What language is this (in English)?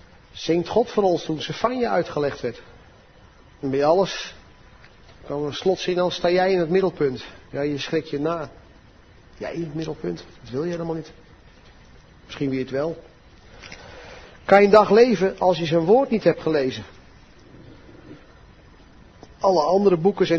Dutch